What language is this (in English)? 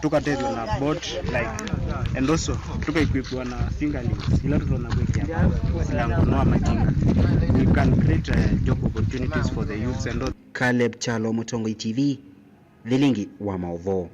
Kamba